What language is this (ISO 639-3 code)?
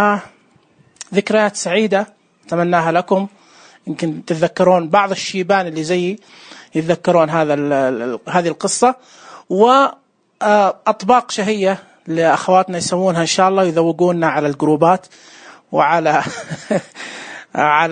ars